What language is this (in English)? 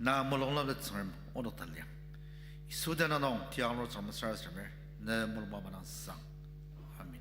Ao Naga